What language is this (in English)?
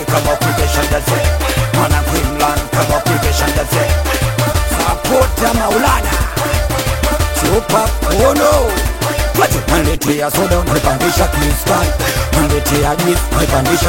Swahili